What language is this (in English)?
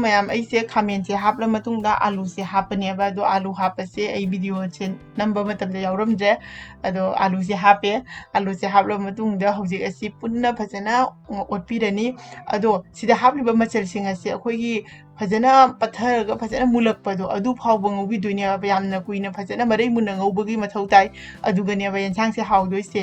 Manipuri